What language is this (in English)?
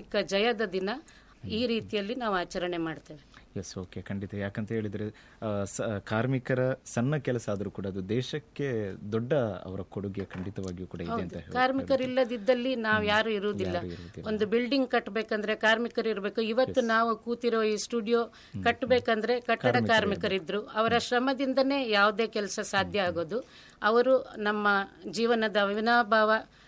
Kannada